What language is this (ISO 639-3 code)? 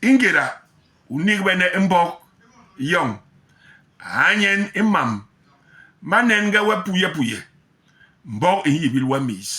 bas